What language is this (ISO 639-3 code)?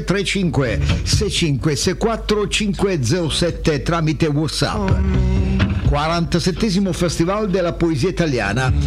ita